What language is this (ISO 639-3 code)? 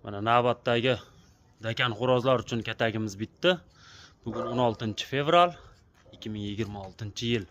uzb